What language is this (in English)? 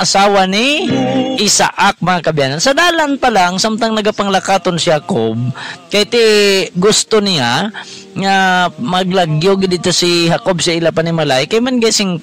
Hiligaynon